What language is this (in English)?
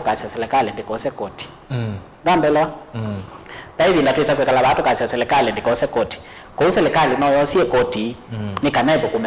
Kamba